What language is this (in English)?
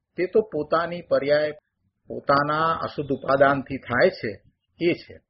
Gujarati